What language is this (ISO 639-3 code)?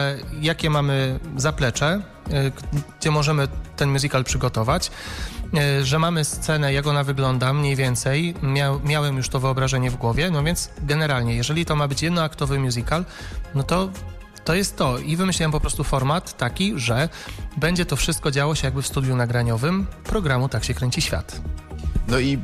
pol